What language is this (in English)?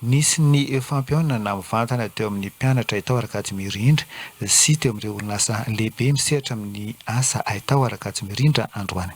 Malagasy